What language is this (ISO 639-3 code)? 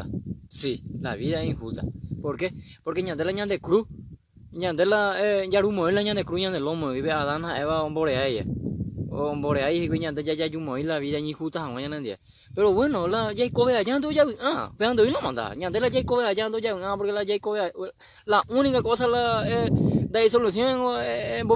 grn